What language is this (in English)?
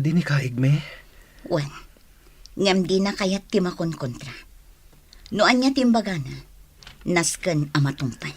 Iloko